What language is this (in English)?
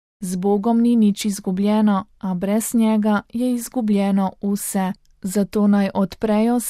Slovenian